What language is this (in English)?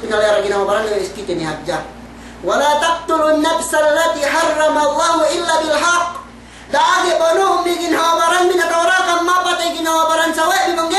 Yakan